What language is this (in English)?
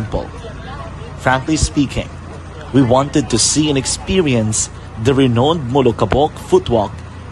Hiligaynon